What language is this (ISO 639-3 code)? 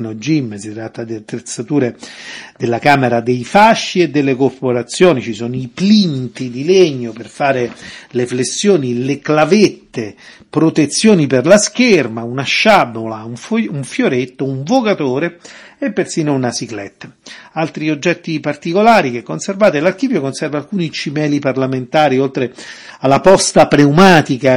ita